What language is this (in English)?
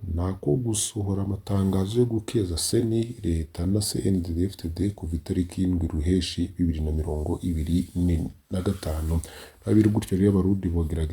Rundi